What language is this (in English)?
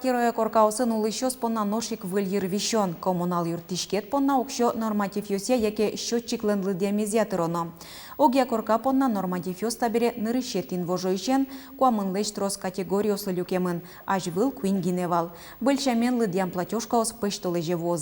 Udmurt